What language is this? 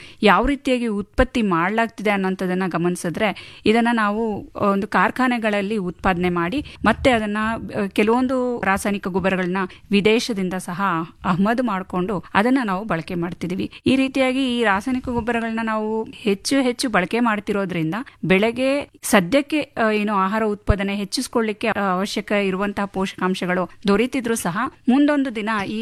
Kannada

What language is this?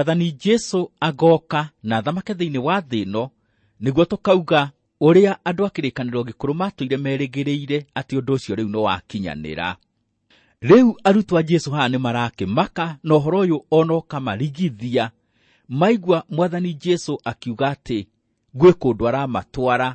Kikuyu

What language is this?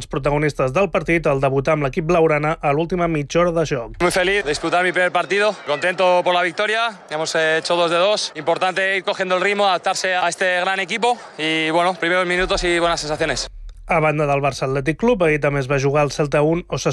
Catalan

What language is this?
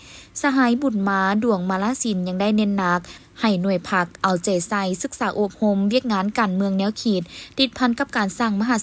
Lao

